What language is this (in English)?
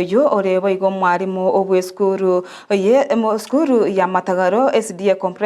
Gusii